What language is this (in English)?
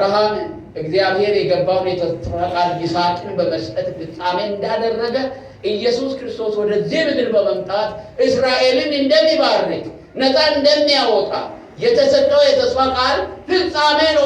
Amharic